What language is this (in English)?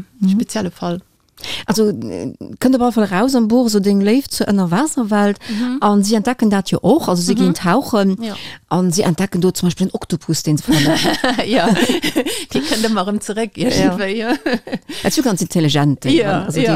Luxembourgish